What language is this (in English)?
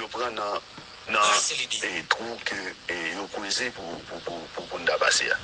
Haitian Creole